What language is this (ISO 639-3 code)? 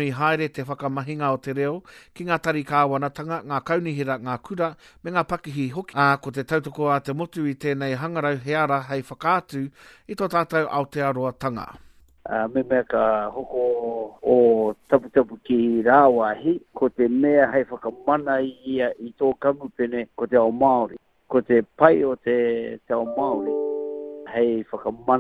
mri